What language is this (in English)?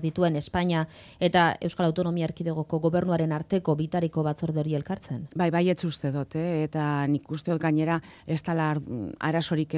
Basque